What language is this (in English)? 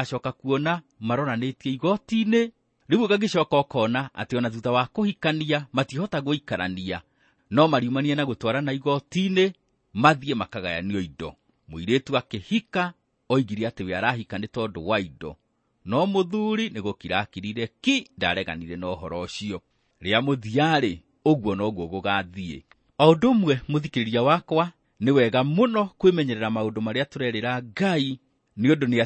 Kikuyu